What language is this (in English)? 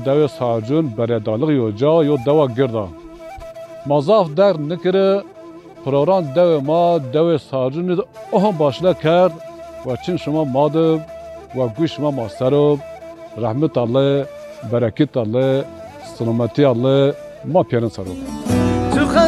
Zaza